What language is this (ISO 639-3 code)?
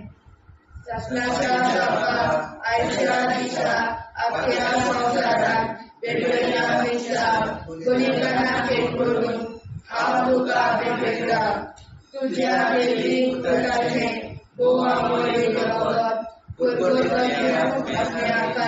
kok